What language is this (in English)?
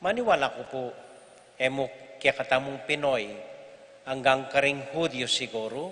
Pampanga